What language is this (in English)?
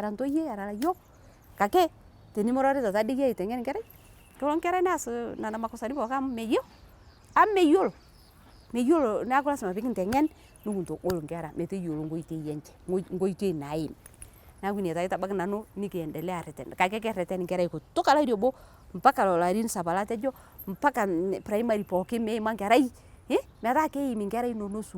Masai